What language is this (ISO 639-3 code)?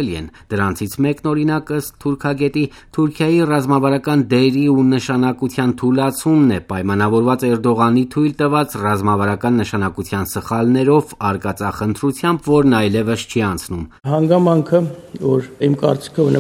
hye